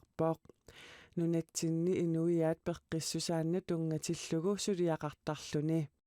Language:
Kalaallisut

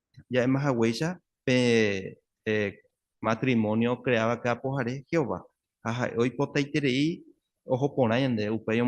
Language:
Guarani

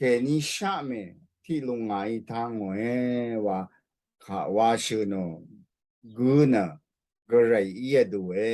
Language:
Rawang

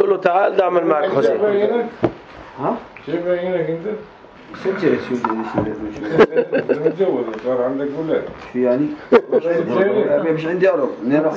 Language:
North Levantine Arabic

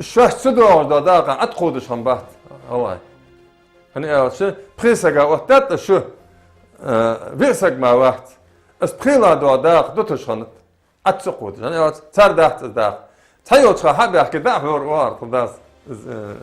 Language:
Ingush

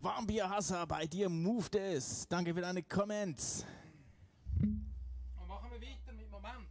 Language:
Swiss German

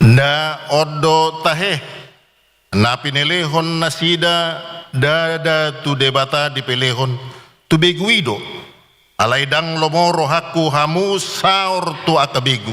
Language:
Batak Toba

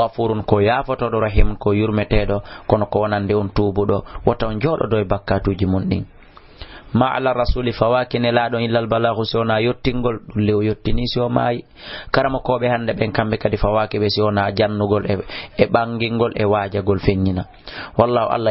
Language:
Fula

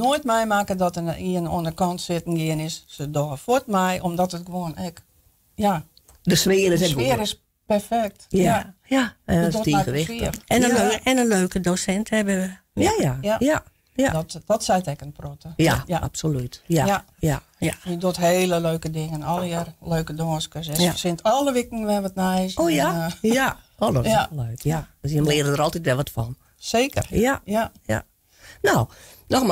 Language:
Western Frisian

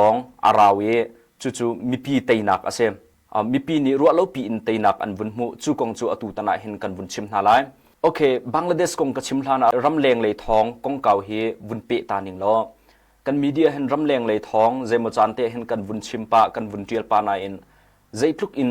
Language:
Hakha Chin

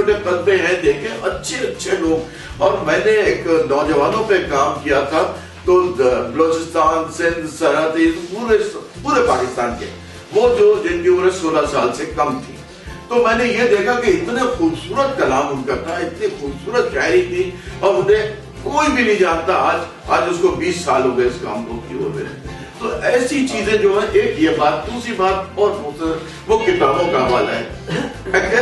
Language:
Urdu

